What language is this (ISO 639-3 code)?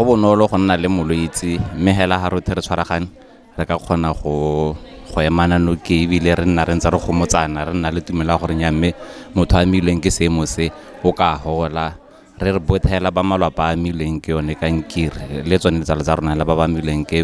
tsn